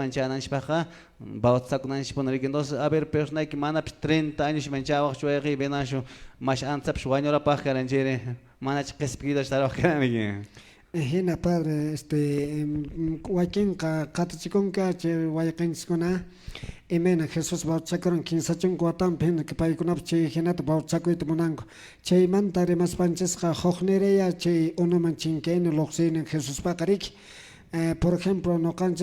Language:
Quechua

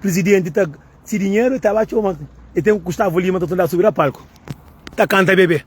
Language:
Kabuverdianu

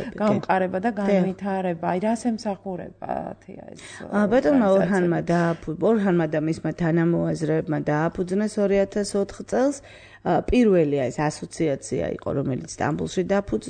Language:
Georgian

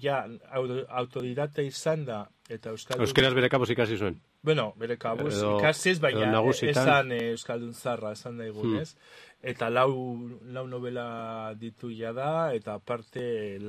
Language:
Basque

